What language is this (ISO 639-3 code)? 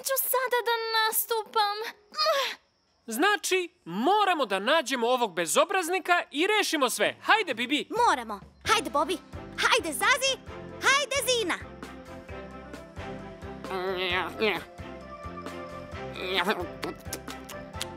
srp